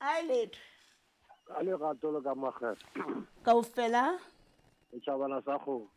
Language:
Southern Sotho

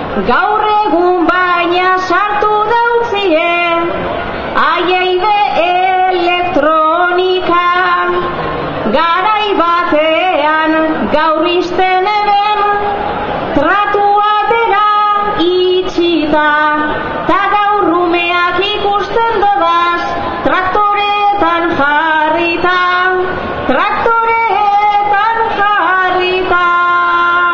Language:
Basque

